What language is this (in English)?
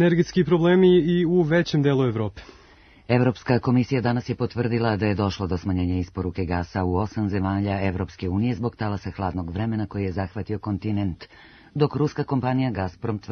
Serbian